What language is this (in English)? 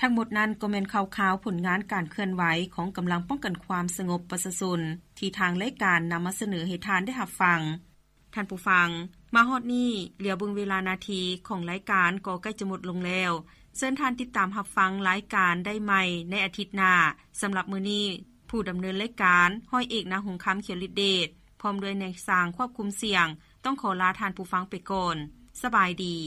Lao